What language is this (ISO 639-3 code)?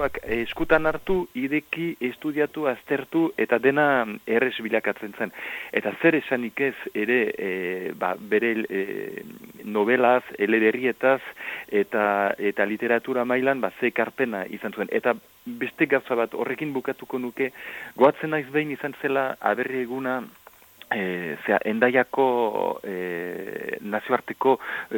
eus